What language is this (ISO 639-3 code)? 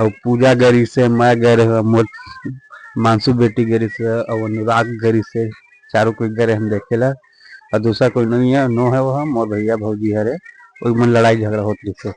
hne